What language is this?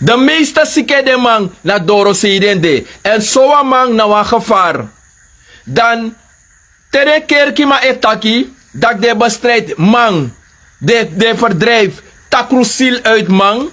Sranan Tongo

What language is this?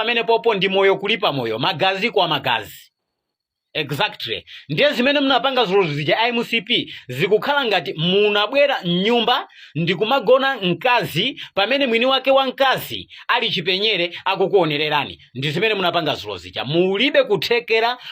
Nyanja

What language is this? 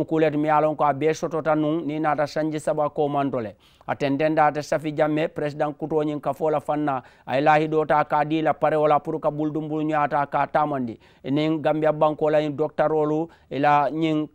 Mandingo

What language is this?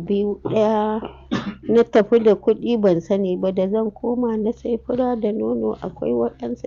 Hausa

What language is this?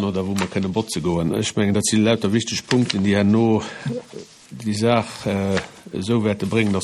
Luxembourgish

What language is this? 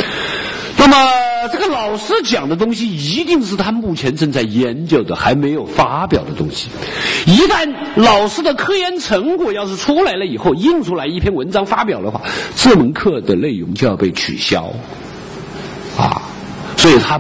Chinese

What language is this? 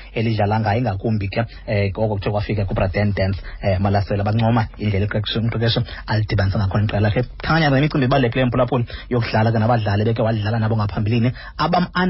Xhosa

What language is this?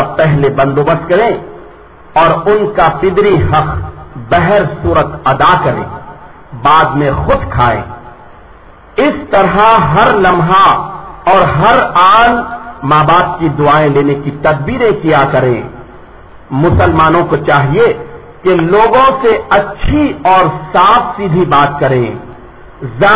Urdu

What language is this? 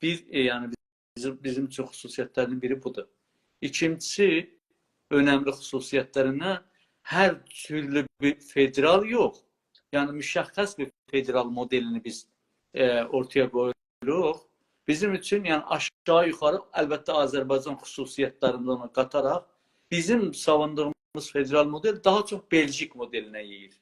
South Azerbaijani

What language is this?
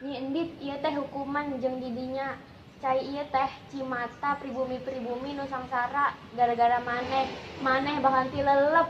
Sundanese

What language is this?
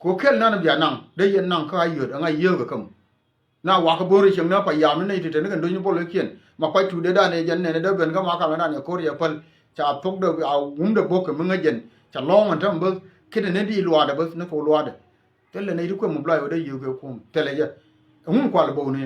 Nuer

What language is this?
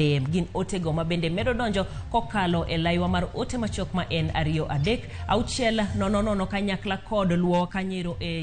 Luo (Kenya and Tanzania)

